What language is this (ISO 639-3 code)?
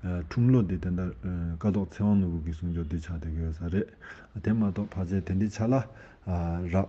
bod